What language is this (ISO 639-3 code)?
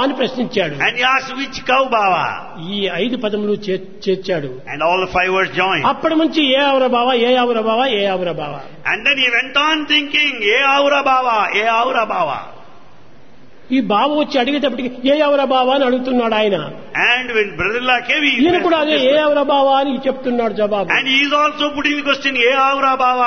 tel